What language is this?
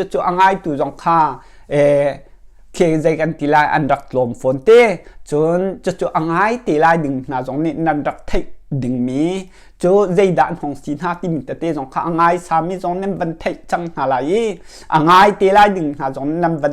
Hakha Chin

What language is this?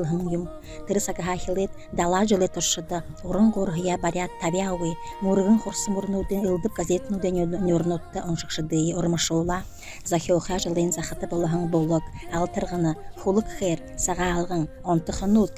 Buriat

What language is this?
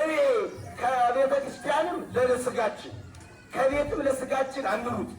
Amharic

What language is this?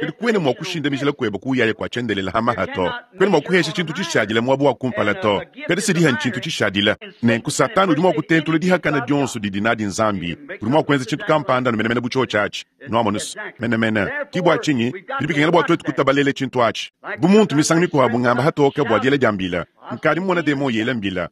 Luba-Lulua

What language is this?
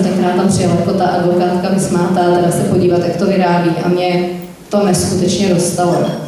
Czech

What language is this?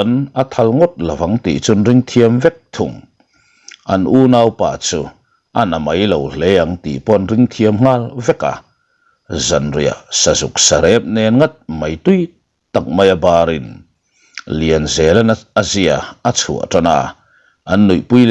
Mizo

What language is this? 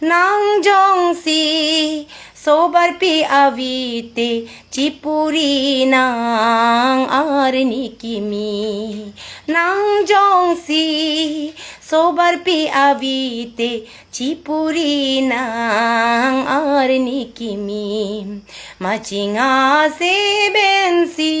Karbi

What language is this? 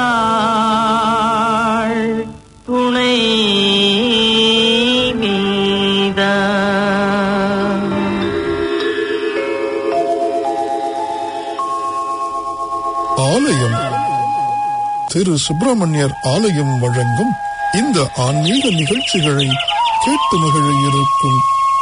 Tamil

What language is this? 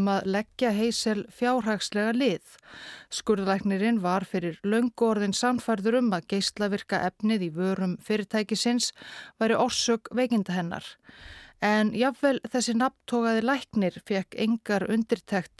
Icelandic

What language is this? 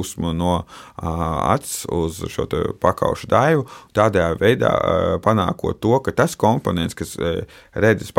Latvian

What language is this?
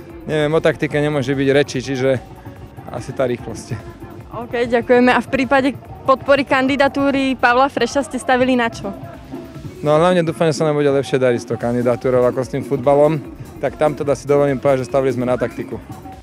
Slovak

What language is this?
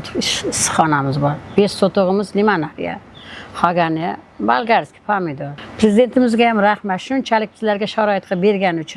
Uzbek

